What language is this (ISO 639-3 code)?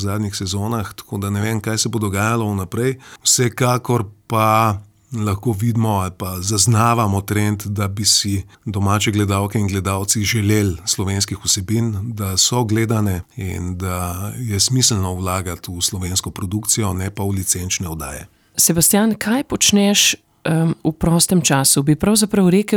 slv